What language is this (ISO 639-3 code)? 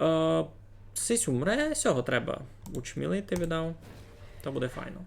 rue